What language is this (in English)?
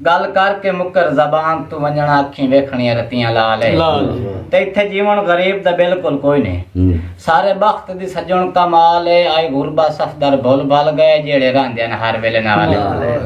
Saraiki